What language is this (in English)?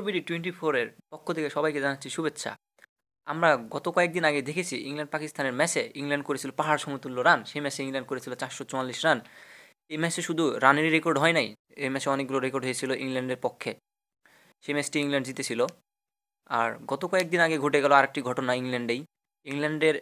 Bangla